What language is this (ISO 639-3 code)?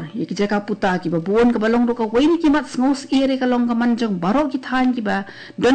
kha